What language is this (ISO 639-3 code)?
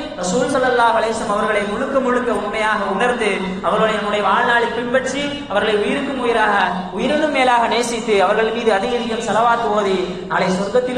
tam